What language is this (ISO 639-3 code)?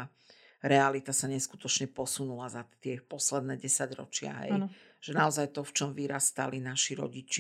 slk